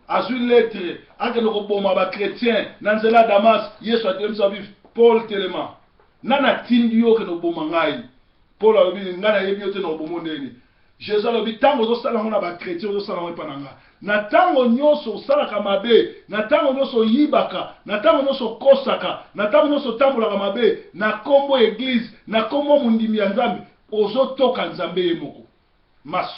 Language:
Lingala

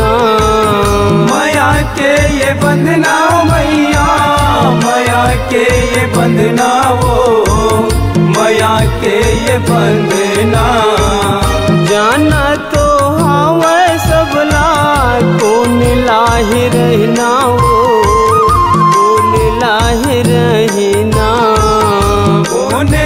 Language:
Chhattisgarhi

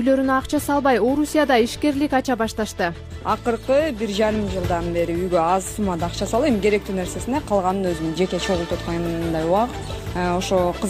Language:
Kyrgyz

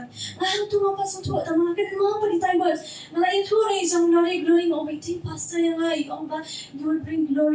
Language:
Khasi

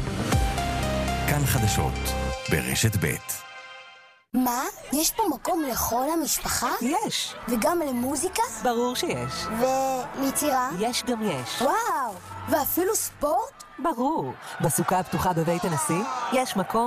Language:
Hebrew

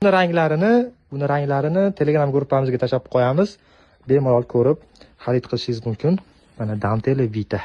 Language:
Uzbek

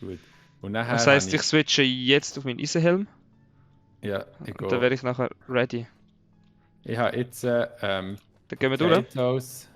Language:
Swiss German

